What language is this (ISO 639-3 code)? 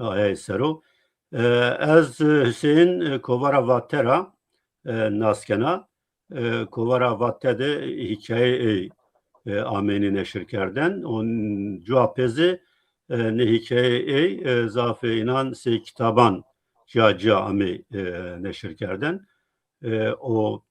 zza